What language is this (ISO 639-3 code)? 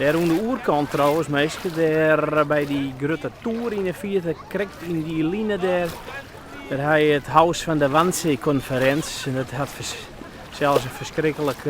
fry